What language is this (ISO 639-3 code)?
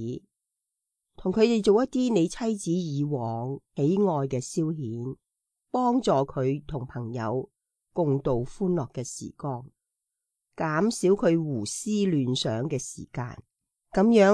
yue